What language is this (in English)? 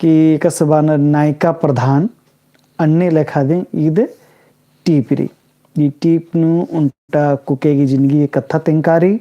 Kurukh